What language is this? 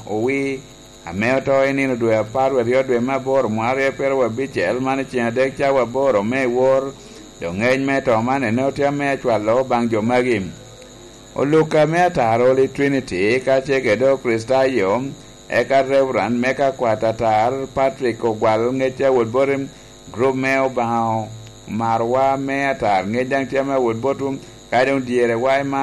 Lango (Uganda)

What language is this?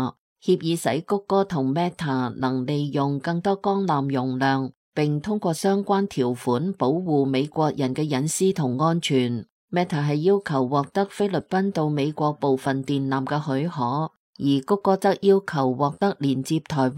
Cantonese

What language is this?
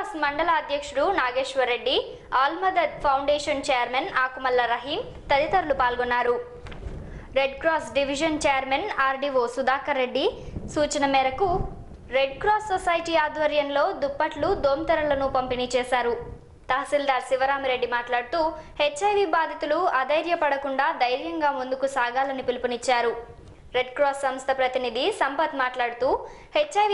Telugu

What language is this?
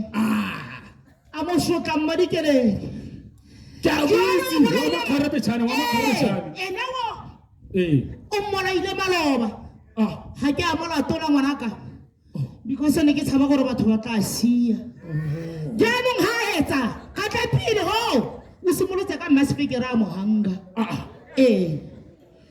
Tswana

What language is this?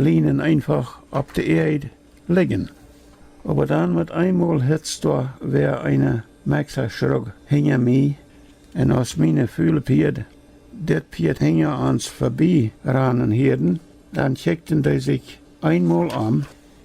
Plautdietsch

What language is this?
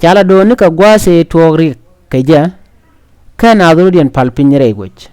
Nuer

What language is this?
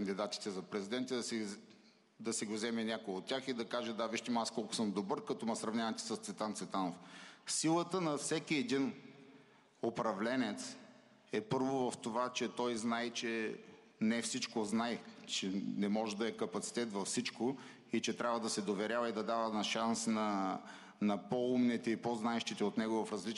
Bulgarian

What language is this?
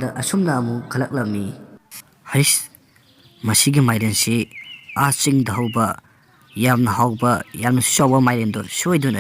Manipuri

